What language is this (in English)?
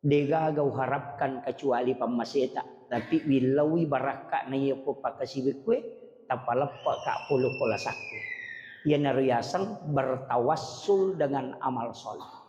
Buginese